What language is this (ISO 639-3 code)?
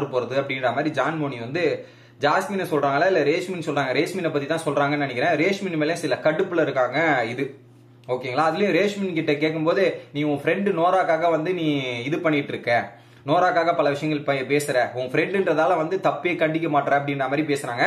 tam